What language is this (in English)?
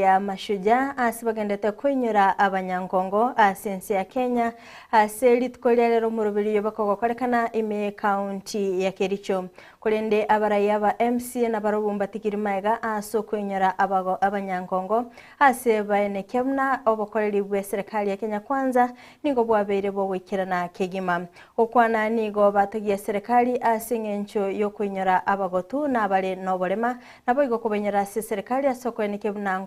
Gusii